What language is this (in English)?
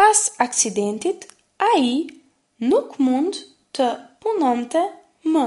Albanian